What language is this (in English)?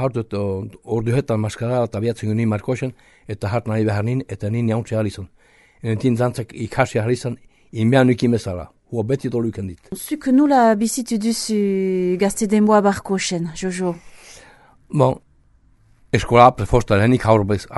Basque